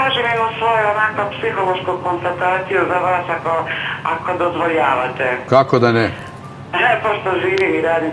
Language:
Bosnian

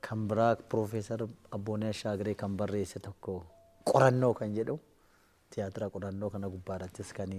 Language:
Oromo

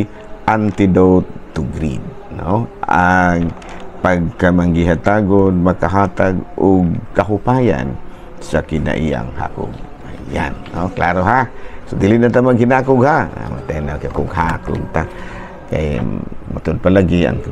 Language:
Cebuano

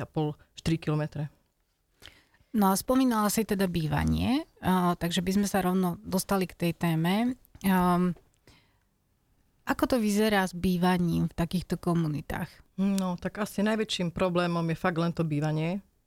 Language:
Slovak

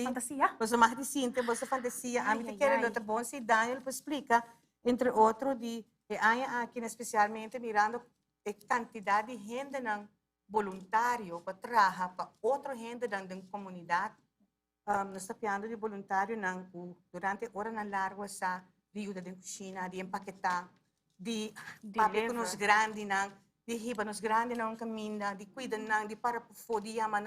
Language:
Papiamento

